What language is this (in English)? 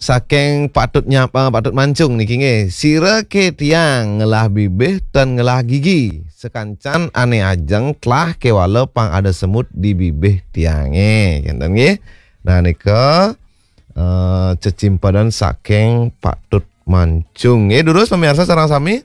Balinese